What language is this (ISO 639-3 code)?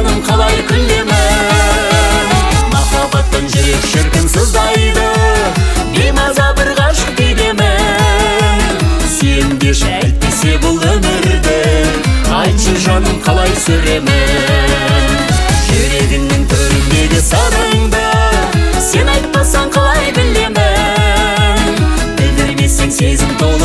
kaz